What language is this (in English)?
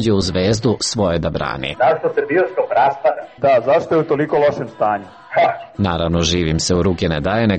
Serbian